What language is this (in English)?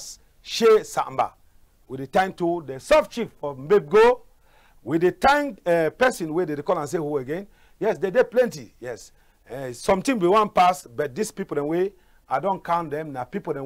Cameroon Pidgin